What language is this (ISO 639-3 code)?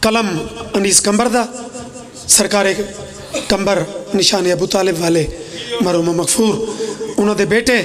phr